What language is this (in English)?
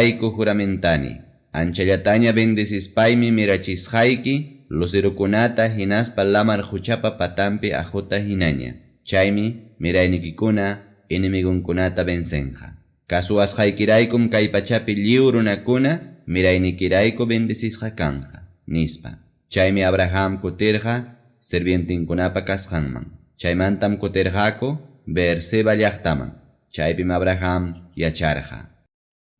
Ayacucho Quechua